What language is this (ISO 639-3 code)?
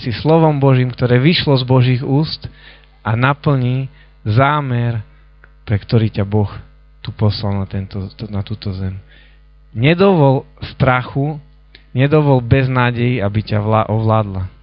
slk